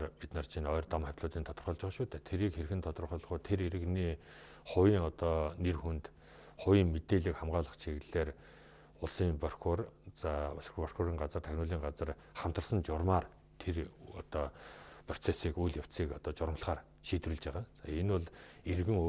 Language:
Mongolian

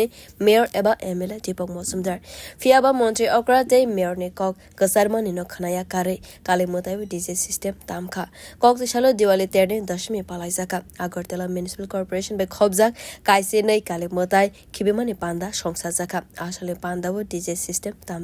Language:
Kok Borok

